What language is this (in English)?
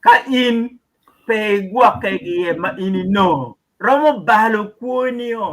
Acoli